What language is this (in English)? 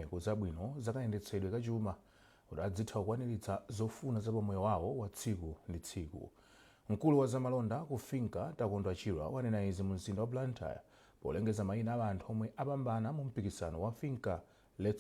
Nyanja